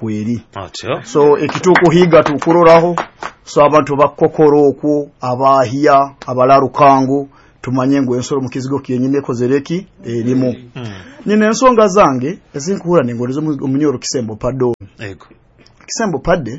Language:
Nyoro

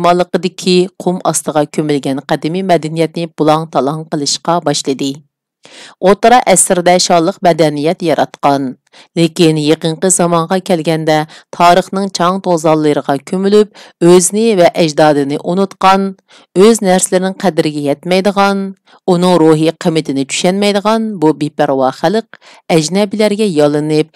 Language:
Uyghur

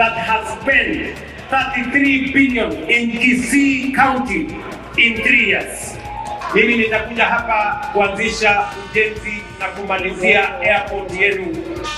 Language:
Gusii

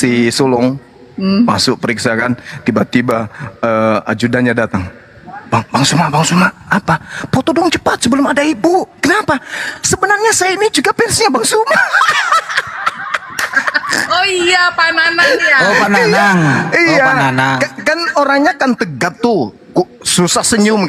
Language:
Indonesian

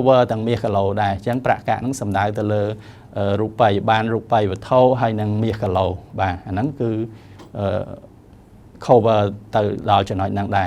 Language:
Khmer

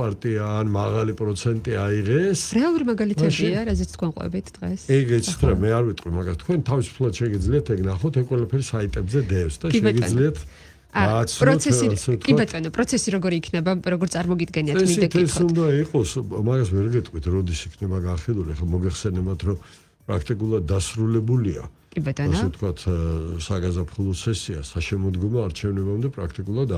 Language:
Georgian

